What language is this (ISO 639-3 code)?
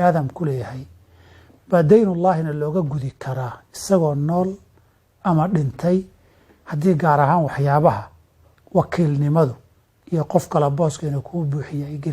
som